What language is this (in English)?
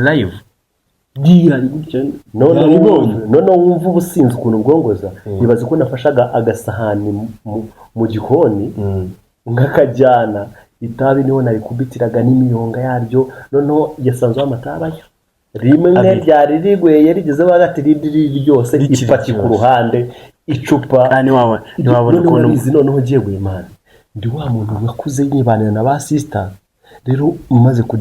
Kinyarwanda